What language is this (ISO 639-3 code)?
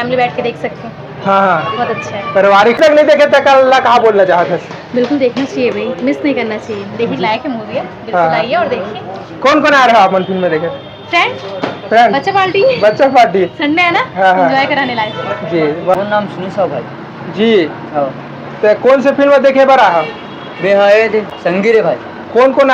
hne